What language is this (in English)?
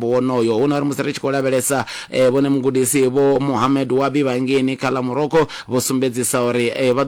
Venda